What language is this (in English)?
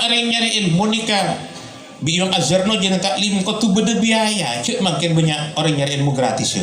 Madurese